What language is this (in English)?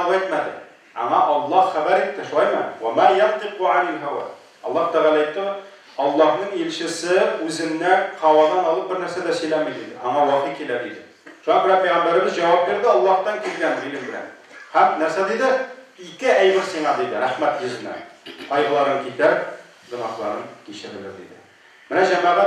Tatar